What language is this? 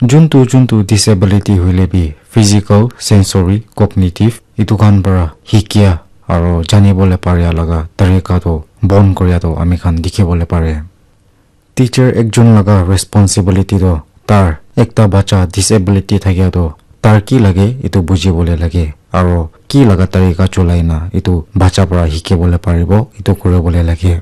Naga Pidgin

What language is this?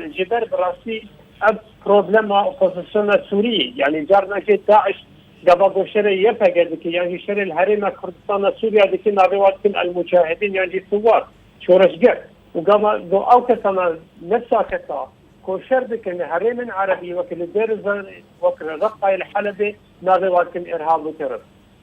Kurdish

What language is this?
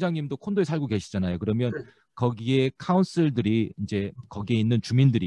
Korean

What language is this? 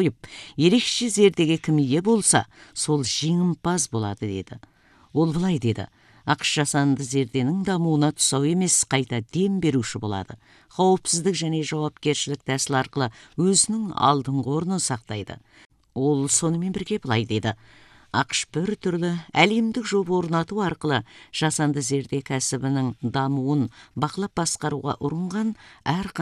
Kazakh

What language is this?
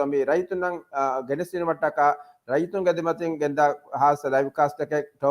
Divehi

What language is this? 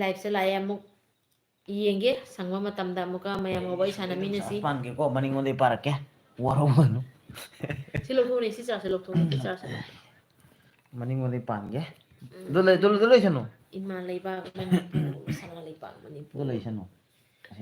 Manipuri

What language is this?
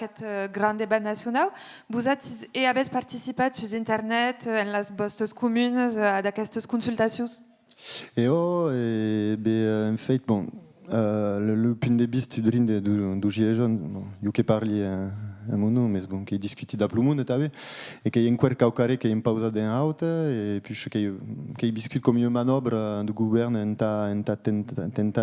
Occitan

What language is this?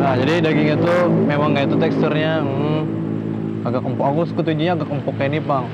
Banjar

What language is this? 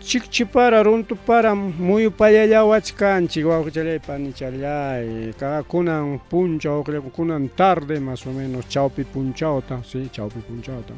Ayacucho Quechua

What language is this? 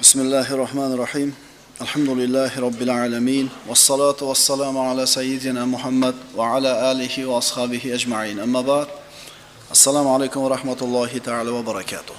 Uzbek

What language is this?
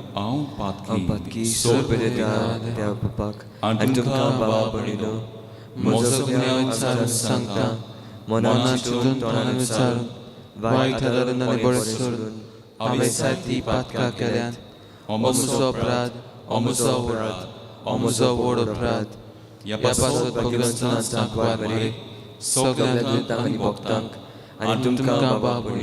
Konkani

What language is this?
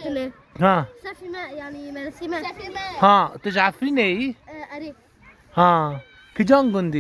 Kurdish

